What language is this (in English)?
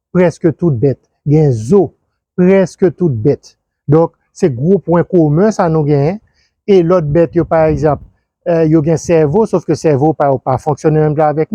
Haitian Creole